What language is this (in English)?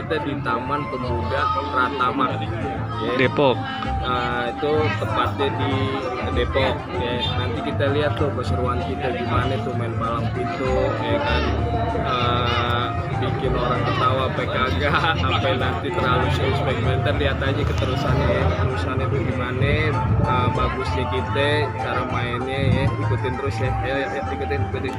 Betawi